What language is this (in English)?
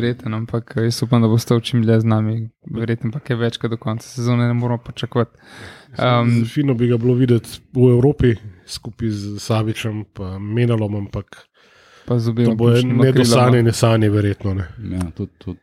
Slovenian